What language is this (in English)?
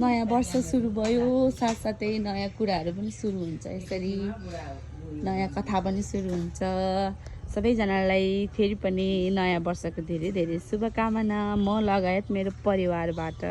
Nepali